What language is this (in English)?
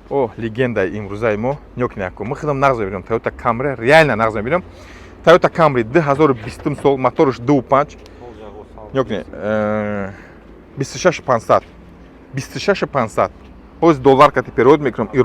Tajik